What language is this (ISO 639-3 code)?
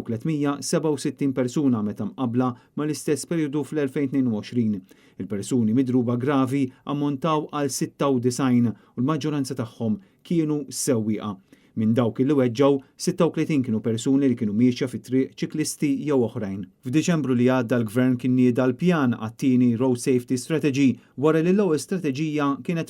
mlt